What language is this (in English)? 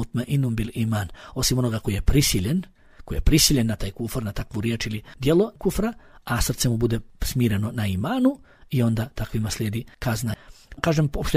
Bosnian